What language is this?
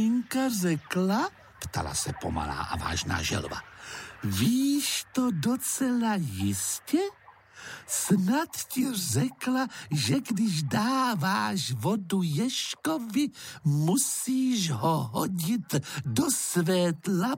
Czech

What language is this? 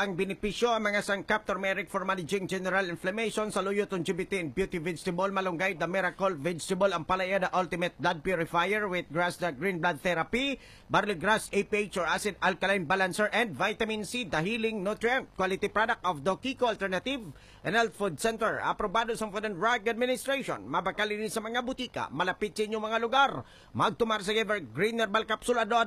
Hiligaynon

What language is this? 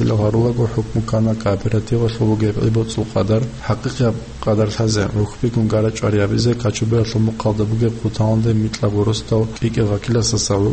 Avaric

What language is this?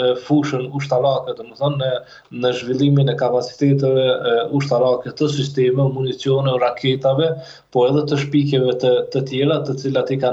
Albanian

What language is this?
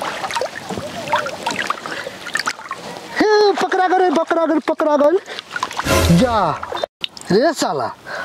Bhojpuri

